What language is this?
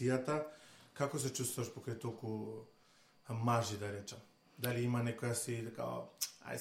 Macedonian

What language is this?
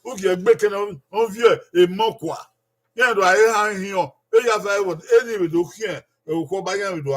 Bini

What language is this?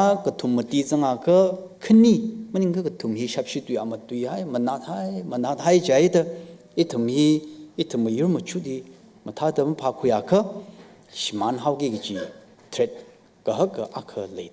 Tangkhul Naga (India)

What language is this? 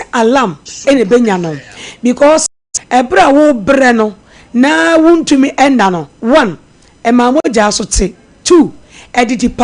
Akan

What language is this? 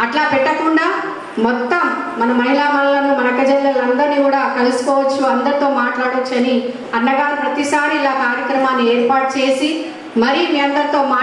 Telugu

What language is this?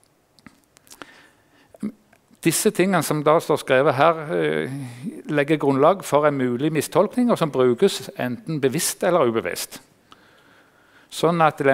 Norwegian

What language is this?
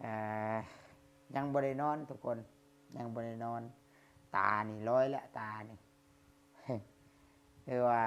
Lao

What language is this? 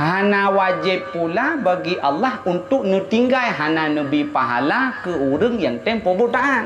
Achinese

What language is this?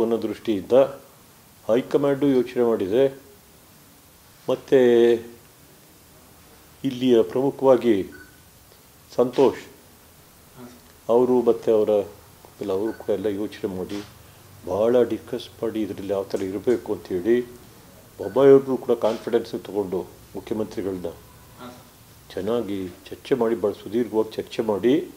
Kannada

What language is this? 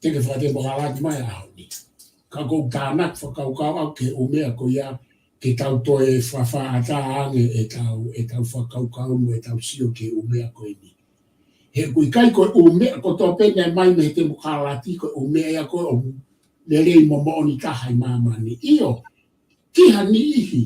Tongan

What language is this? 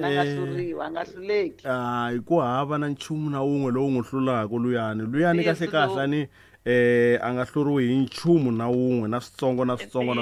Tsonga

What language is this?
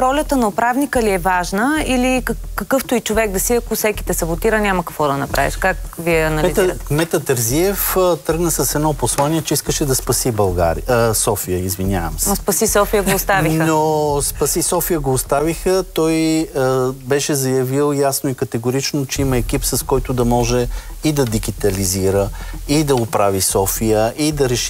Bulgarian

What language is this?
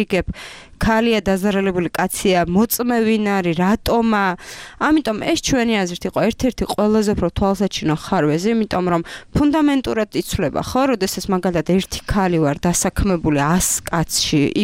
Georgian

